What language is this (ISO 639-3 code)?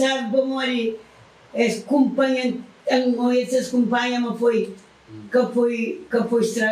kea